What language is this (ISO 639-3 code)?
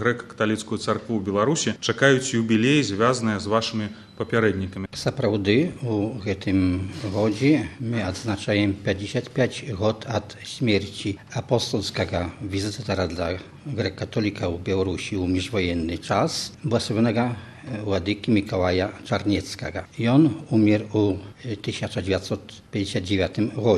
bel